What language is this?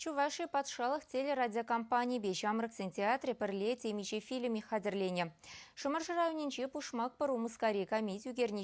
Chuvash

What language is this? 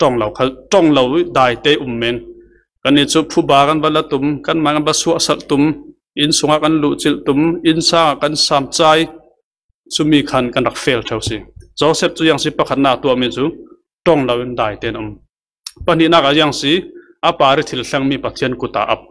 Falam Chin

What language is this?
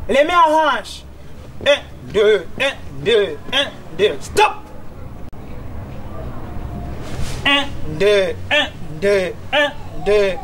Kinyarwanda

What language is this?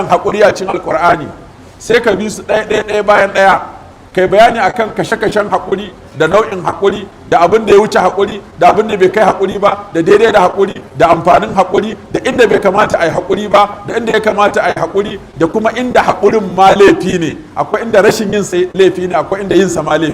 Hausa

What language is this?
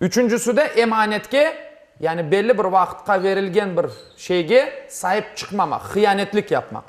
Crimean Tatar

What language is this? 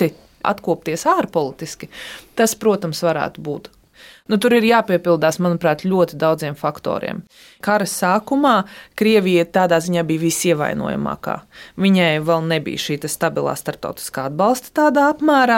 Latvian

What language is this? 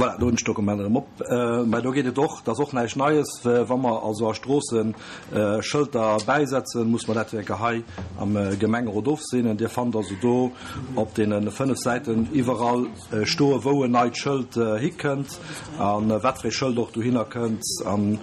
Luxembourgish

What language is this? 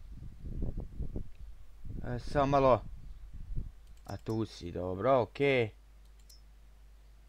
Croatian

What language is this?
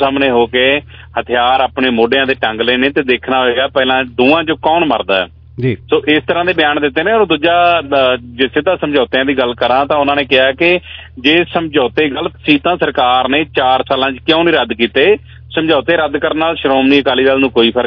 Punjabi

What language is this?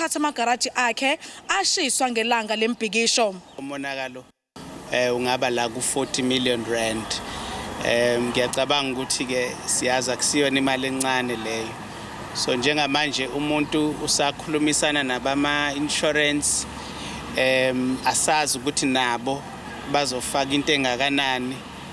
Zulu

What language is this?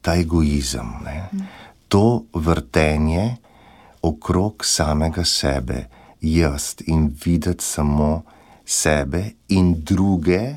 Slovenian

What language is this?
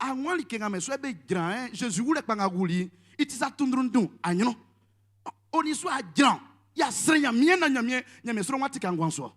Baoulé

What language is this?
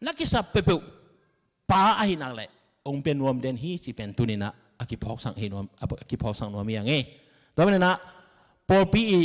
Tedim Chin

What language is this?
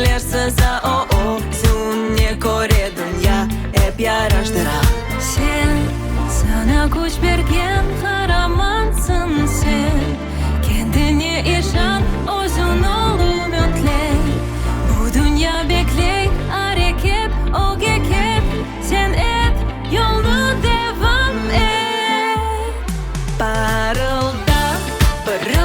Crimean Tatar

